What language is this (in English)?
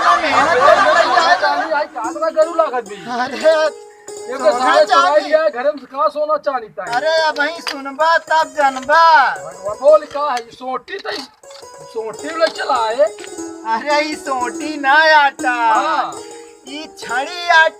Awadhi